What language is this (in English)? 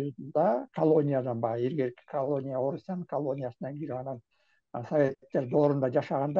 Kyrgyz